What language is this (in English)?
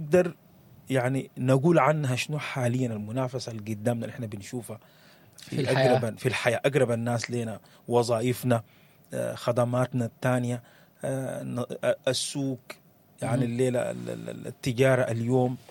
Sudanese Arabic